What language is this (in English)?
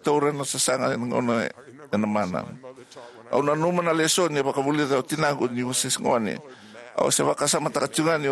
Fijian